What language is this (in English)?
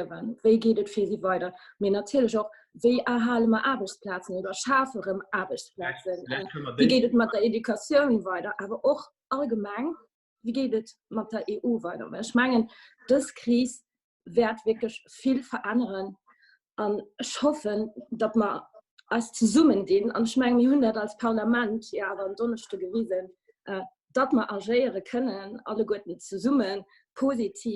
Luxembourgish